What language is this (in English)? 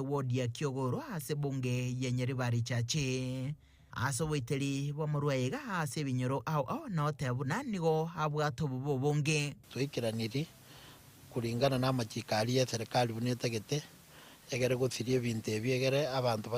Gusii